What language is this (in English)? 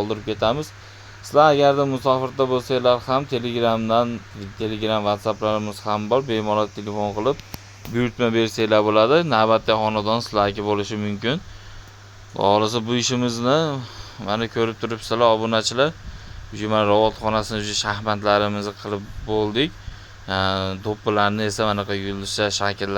Uzbek